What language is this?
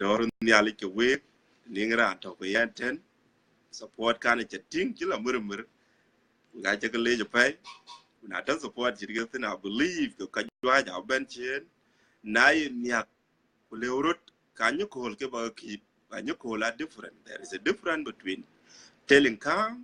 Dinka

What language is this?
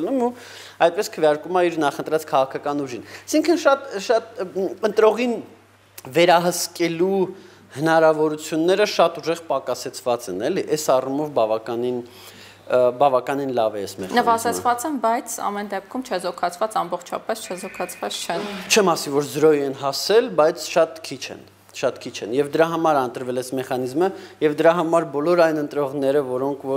Armenian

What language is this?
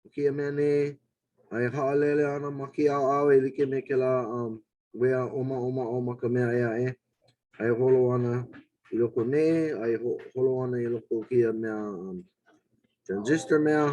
Hawaiian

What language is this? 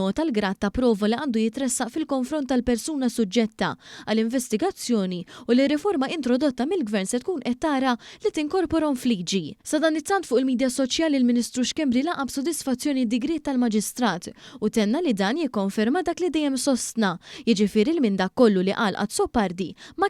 Maltese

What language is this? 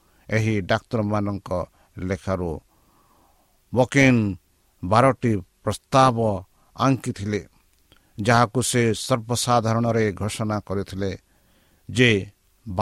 Odia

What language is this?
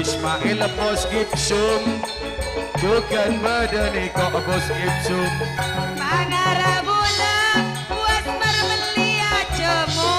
Madurese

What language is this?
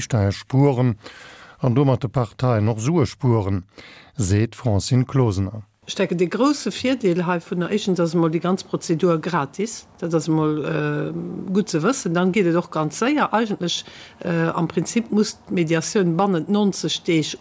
Luxembourgish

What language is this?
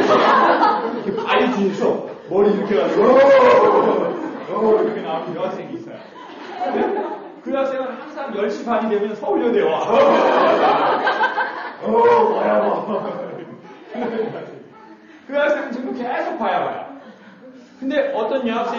Korean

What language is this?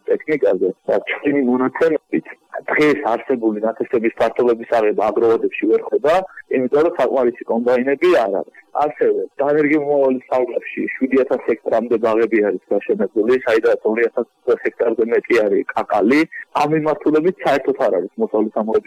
Georgian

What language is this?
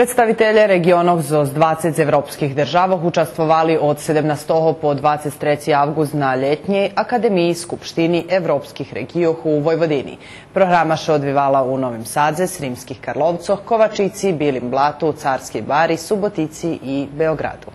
Rusyn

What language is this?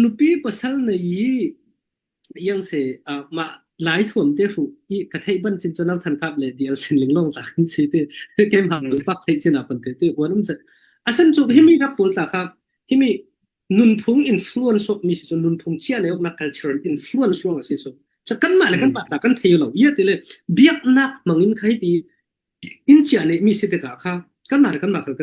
Falam Chin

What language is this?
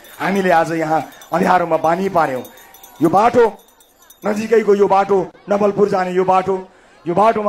Nepali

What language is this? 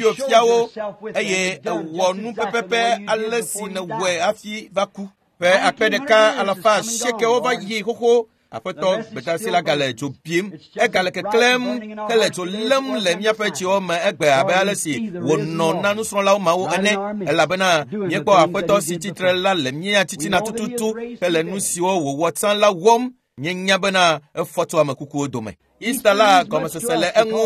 Ewe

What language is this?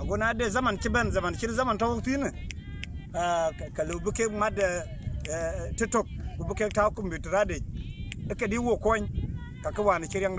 Dinka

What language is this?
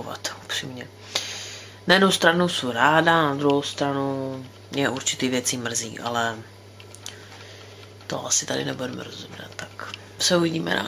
Czech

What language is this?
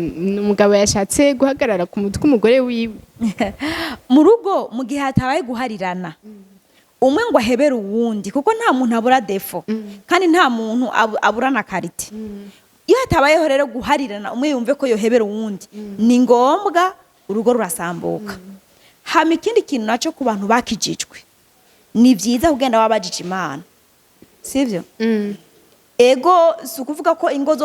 Rundi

